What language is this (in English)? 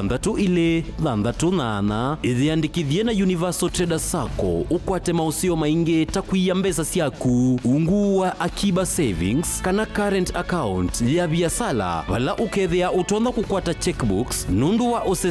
Kamba